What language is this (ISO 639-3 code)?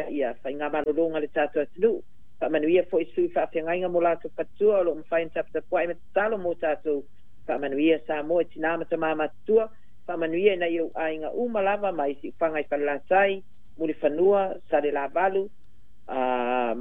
smo